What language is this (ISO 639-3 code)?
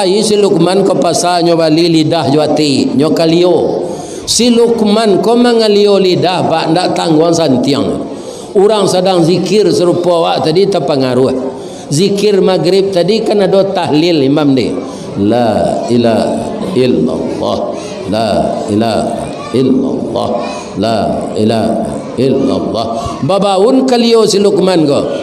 min